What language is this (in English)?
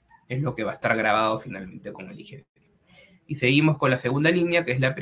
Spanish